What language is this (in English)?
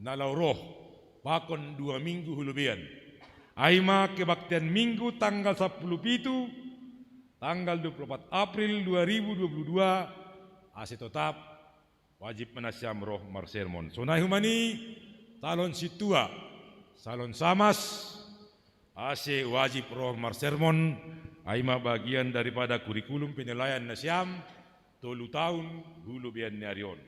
Batak Simalungun